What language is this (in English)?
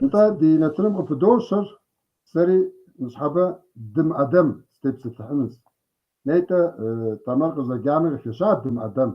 Kabardian